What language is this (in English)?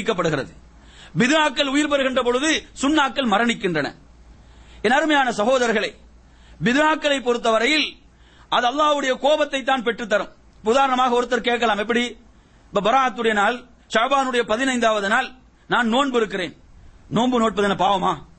Tamil